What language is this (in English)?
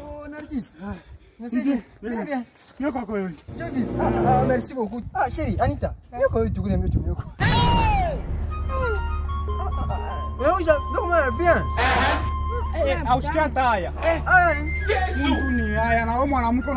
Swahili